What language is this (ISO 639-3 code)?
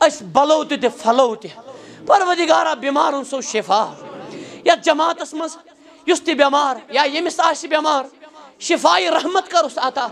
kas